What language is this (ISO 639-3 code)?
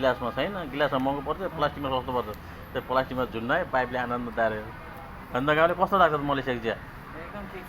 nep